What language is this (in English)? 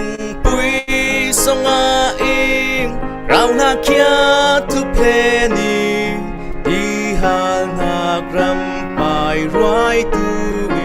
Falam Chin